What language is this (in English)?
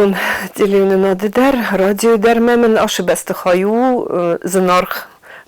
Ossetic